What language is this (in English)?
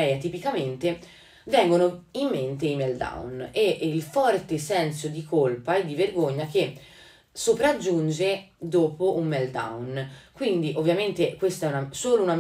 Italian